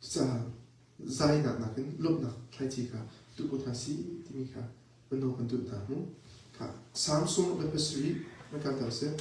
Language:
Hakha Chin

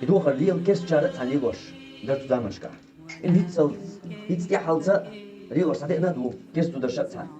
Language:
Chechen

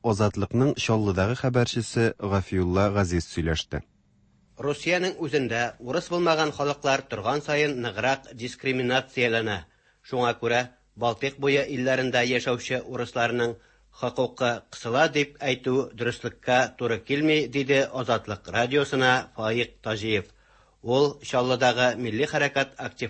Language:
Tatar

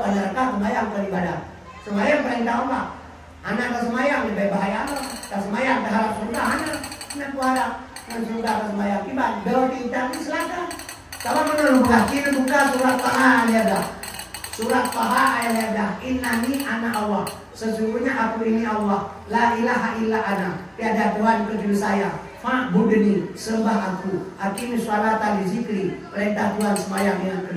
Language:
Achinese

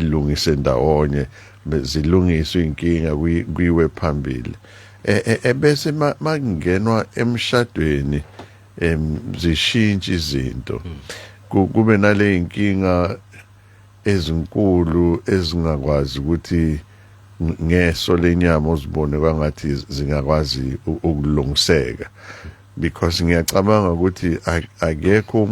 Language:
Zulu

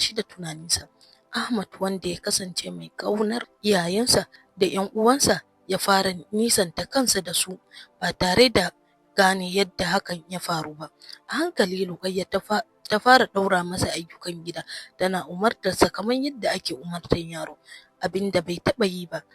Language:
Hausa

